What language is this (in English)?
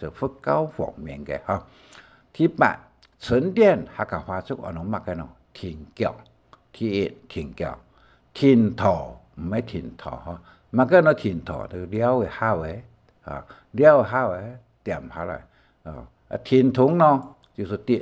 Hakka Chinese